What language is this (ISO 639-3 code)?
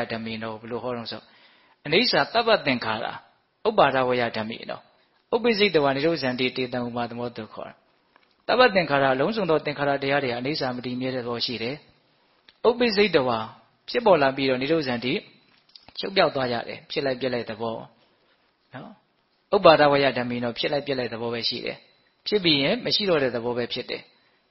mya